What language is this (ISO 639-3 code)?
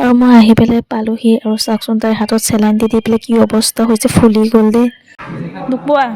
asm